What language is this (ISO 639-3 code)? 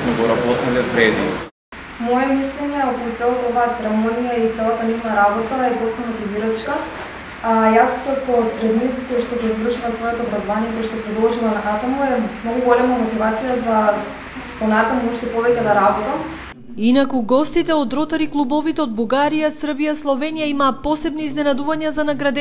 mkd